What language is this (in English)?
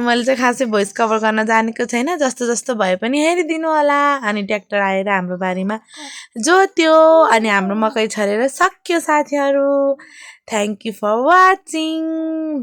Nepali